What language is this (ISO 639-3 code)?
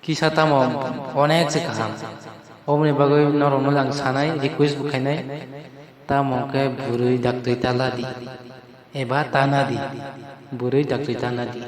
trp